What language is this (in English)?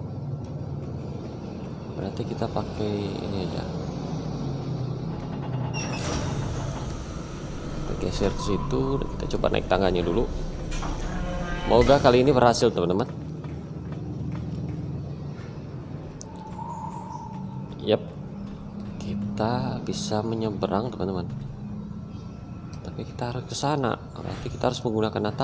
Indonesian